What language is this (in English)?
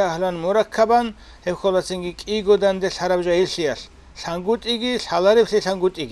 Avaric